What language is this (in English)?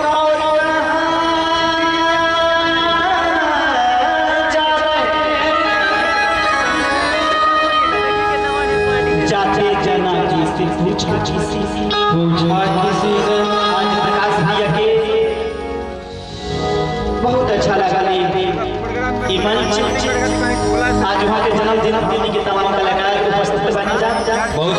Bhojpuri